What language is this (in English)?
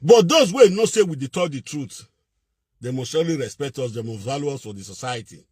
Nigerian Pidgin